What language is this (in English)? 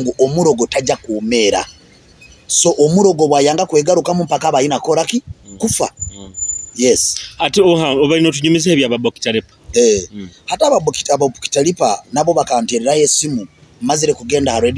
Nyoro